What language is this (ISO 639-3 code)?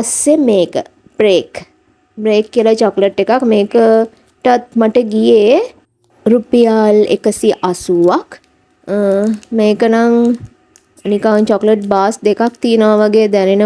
sin